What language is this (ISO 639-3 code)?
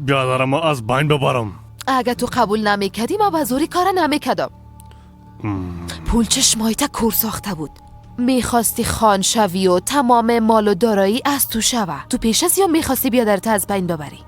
fas